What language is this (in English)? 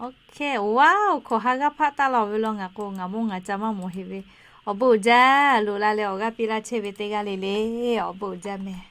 Lahu